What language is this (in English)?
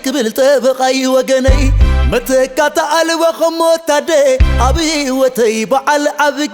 Tigrinya